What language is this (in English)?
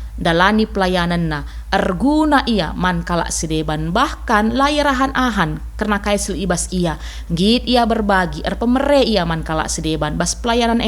Batak Karo